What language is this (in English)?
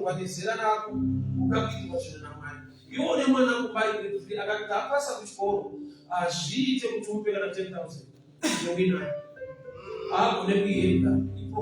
Shona